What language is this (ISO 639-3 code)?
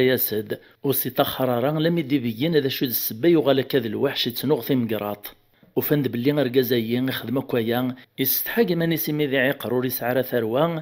kab